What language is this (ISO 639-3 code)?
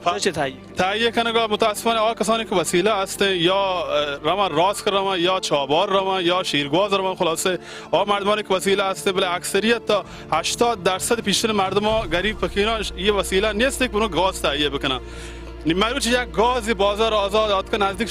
bal